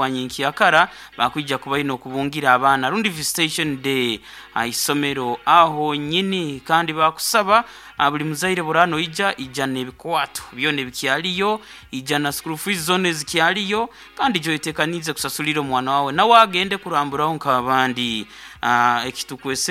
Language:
Nyankole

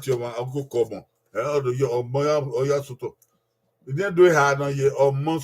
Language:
Bini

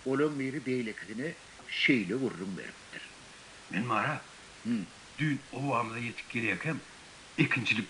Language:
Turkmen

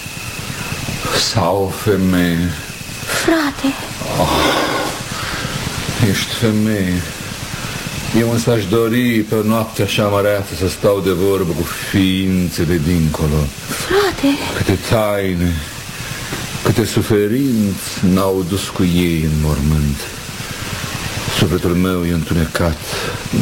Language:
Romanian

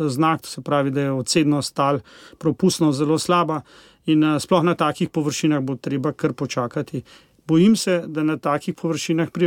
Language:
Slovenian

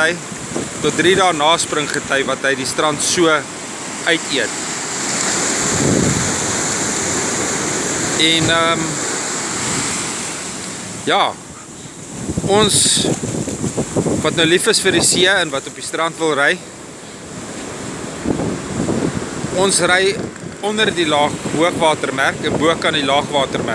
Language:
Afrikaans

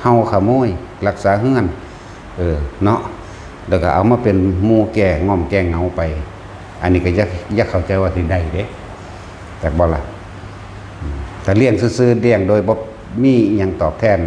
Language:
Northeastern Thai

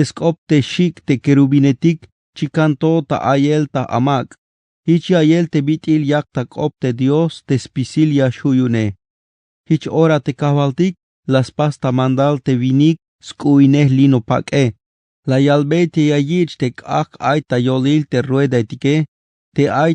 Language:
Tzeltal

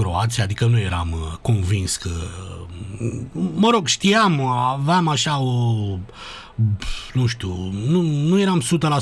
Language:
Romanian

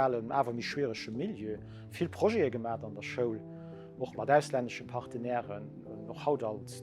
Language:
Luxembourgish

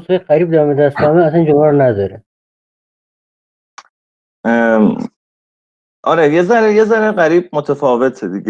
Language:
Persian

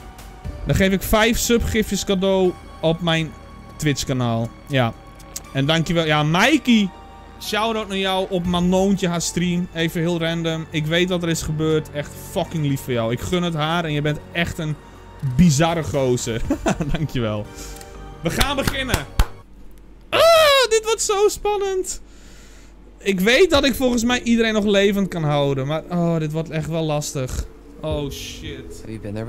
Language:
Dutch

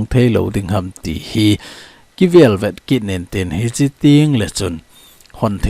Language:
Thado Chin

